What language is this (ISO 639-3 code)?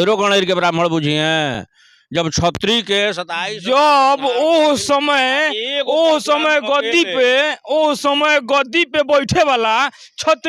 bho